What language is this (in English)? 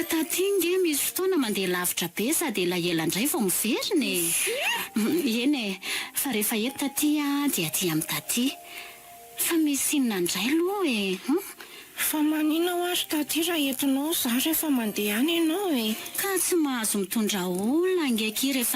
Malagasy